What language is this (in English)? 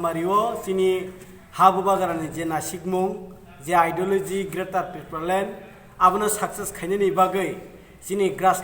Kok Borok